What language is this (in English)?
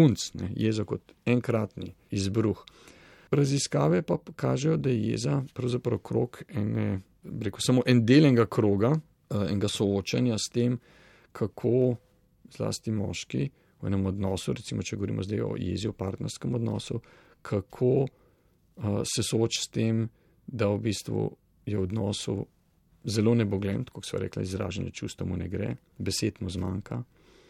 Slovenian